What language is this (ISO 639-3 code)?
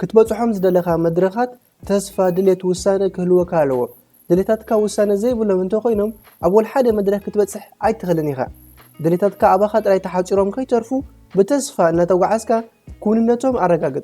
tir